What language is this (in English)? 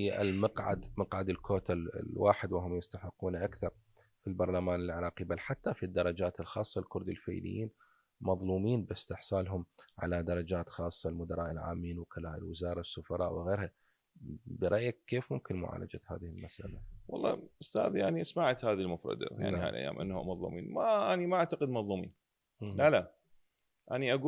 Mesopotamian Arabic